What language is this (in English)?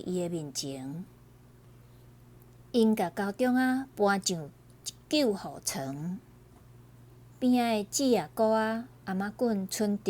Min Nan Chinese